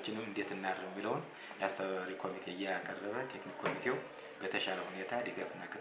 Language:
Amharic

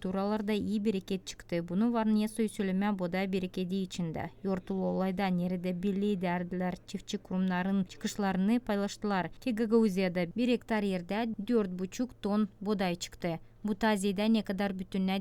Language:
Gagauz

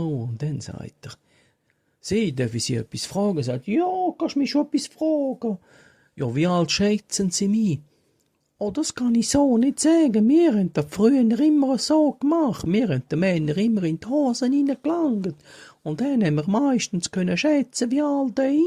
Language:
Swiss German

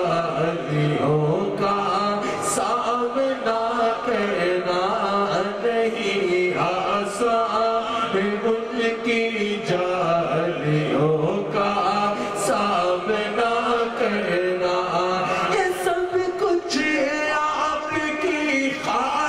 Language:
Urdu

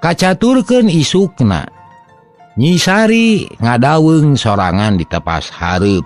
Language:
Sundanese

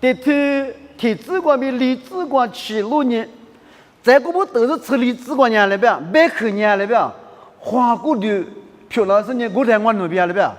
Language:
Lisu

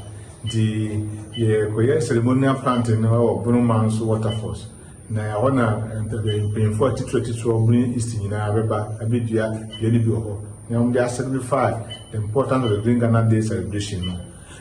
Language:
Akan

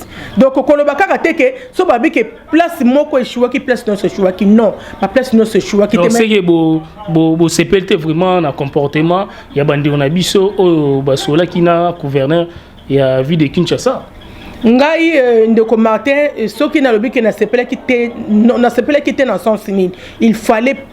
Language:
Lingala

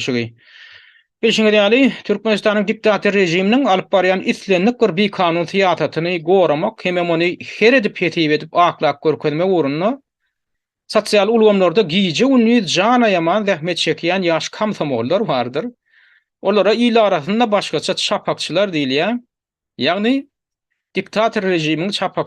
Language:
Turkmen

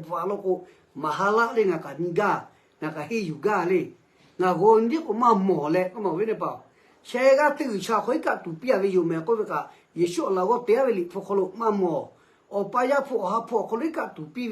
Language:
Lahu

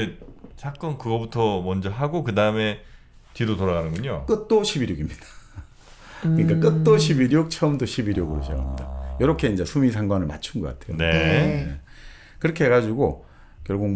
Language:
Korean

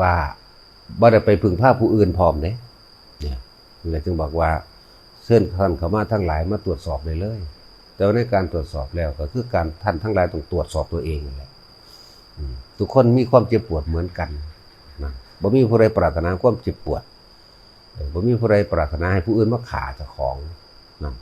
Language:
Northeastern Thai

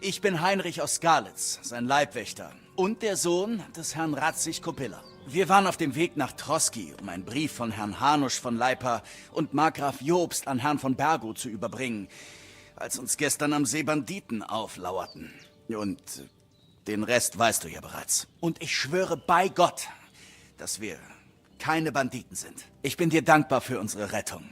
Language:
Bavarian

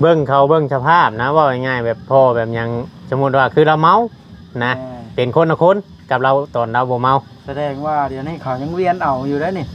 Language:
Northeastern Thai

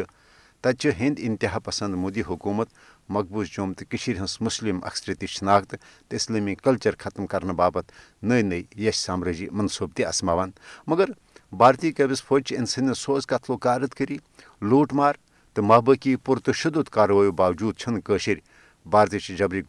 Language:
Kashmiri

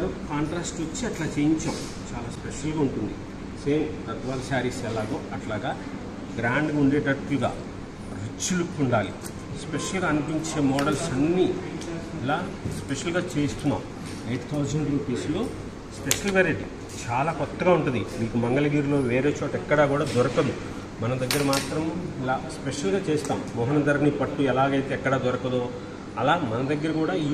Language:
Telugu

